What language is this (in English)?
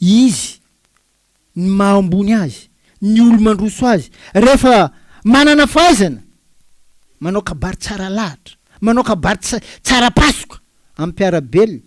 Malagasy